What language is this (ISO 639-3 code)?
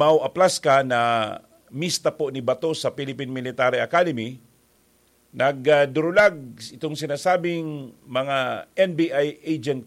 bik